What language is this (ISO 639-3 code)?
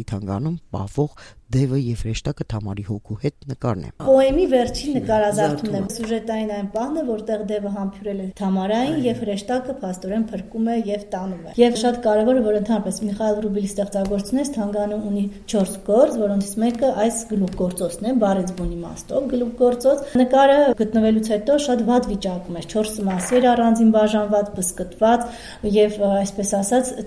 hye